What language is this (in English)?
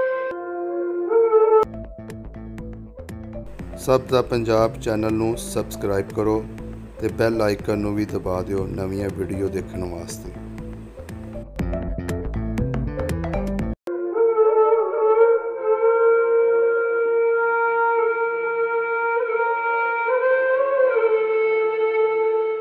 Punjabi